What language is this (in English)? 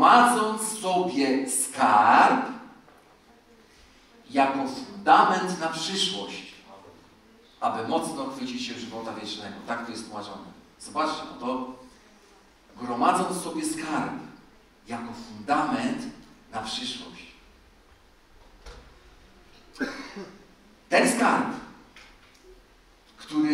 Polish